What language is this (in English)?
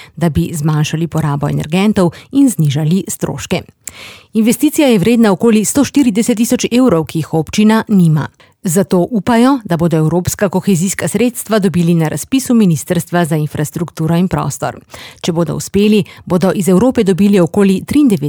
Slovenian